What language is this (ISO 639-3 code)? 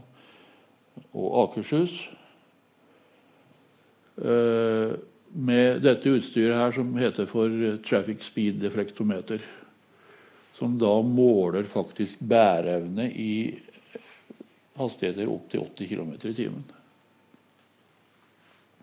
nor